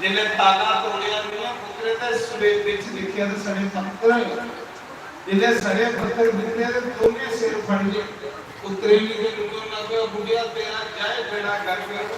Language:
Dogri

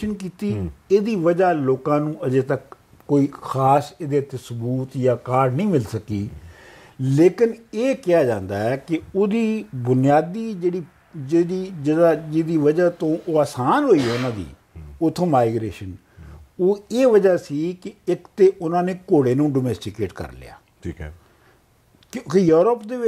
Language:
Punjabi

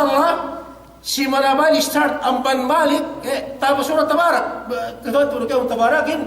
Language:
Yakan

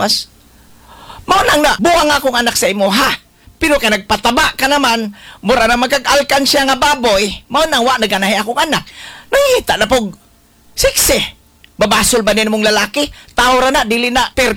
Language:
Cebuano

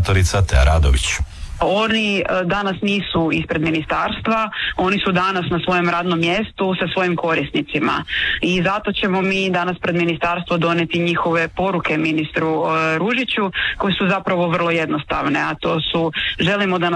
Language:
Croatian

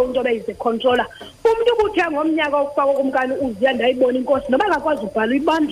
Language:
Xhosa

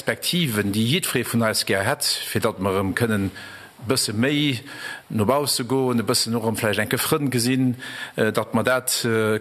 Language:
Luxembourgish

